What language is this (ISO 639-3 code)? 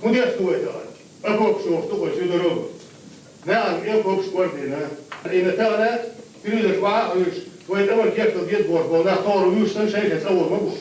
che